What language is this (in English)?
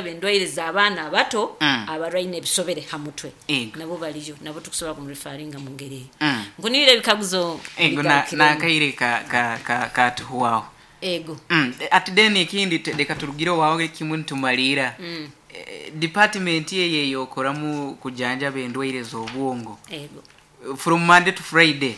Nyoro